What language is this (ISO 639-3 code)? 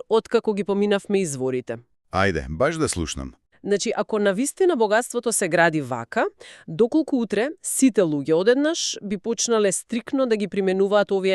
mkd